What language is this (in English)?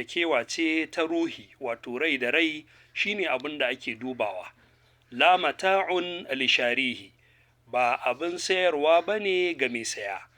Hausa